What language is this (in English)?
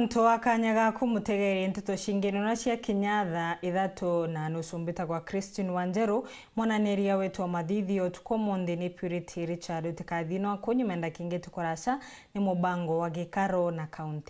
Meru